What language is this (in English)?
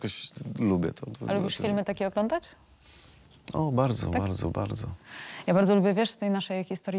Polish